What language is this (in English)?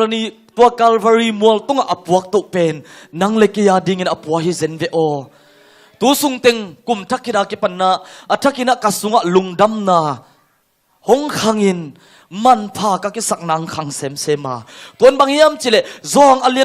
Tedim Chin